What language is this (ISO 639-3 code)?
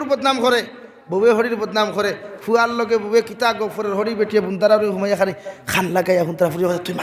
syl